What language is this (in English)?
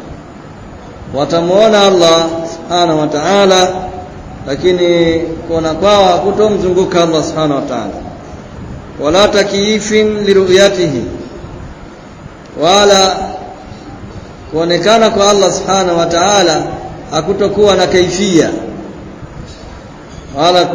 Swahili